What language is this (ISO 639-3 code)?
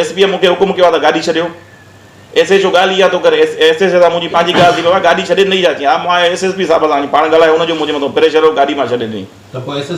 snd